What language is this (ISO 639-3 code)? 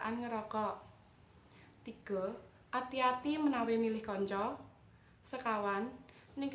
jav